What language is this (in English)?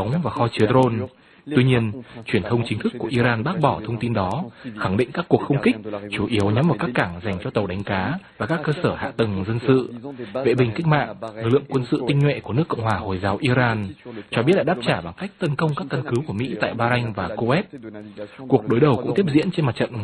Vietnamese